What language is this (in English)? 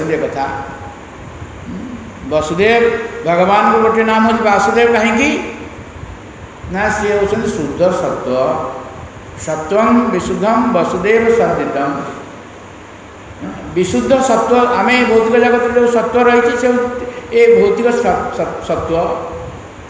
Odia